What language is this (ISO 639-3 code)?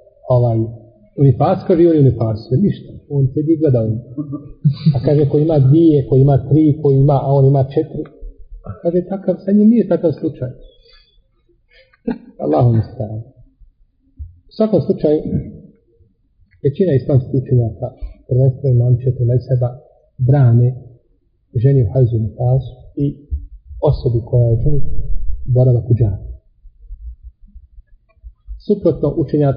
bos